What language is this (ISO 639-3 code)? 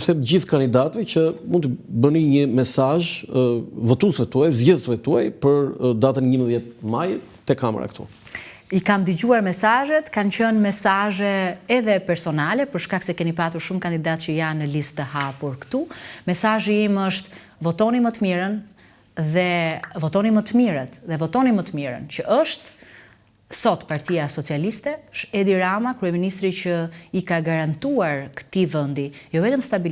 sqi